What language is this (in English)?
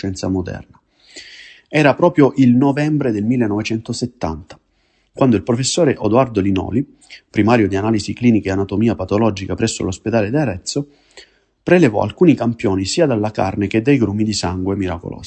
Italian